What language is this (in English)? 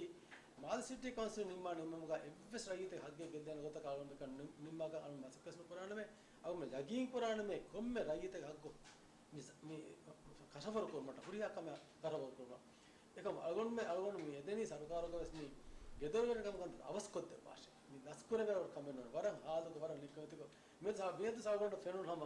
Divehi